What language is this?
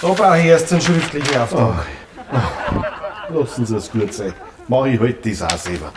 Bavarian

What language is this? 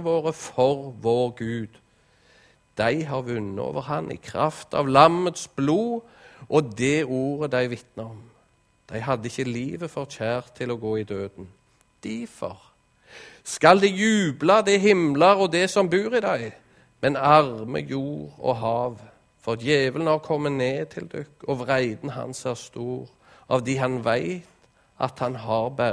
Norwegian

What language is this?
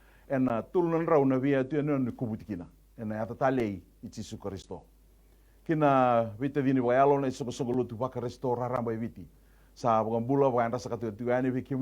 Fijian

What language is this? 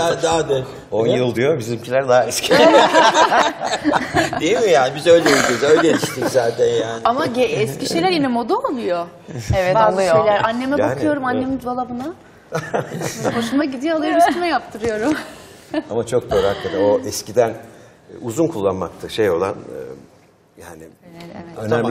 Turkish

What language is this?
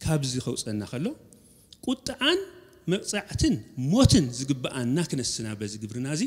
Tigrinya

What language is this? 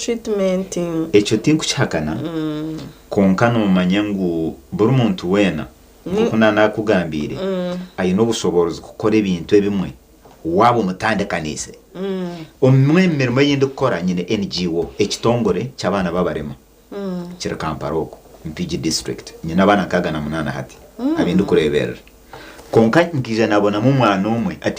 Nyankole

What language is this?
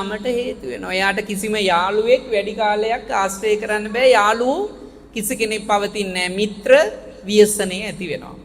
Sinhala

